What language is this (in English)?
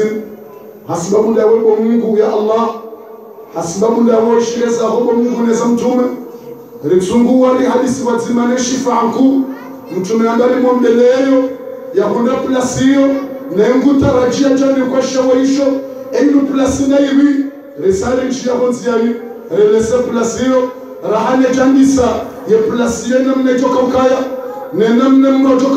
Ngazidja Comorian